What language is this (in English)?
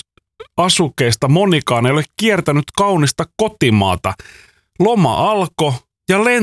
Finnish